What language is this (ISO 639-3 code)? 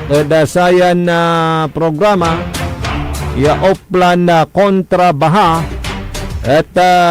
pag